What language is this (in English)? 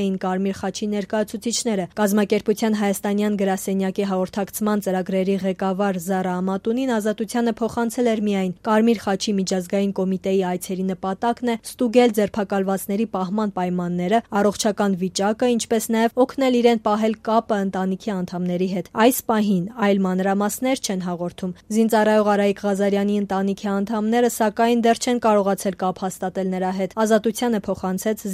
Armenian